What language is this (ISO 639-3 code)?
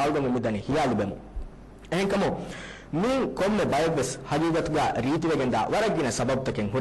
div